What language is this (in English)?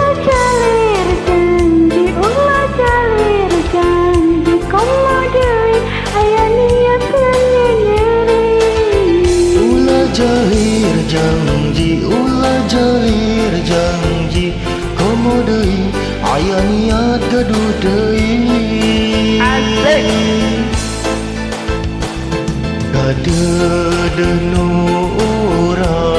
Sundanese